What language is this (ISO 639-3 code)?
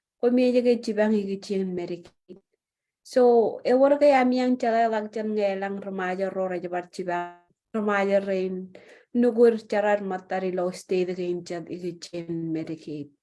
mah